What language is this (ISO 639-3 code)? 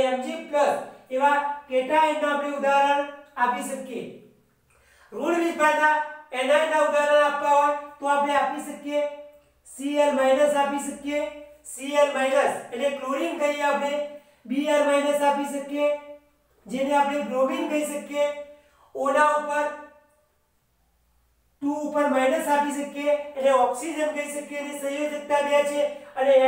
guj